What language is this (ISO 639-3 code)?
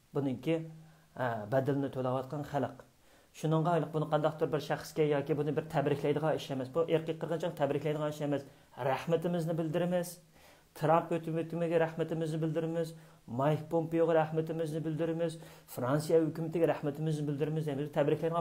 uig